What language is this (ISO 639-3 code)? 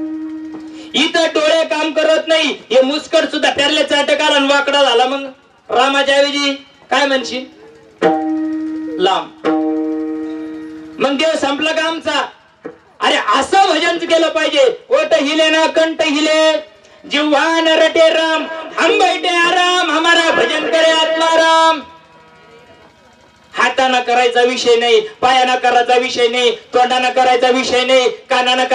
mar